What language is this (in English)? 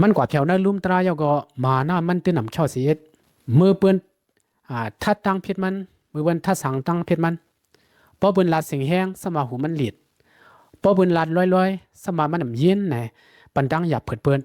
Shan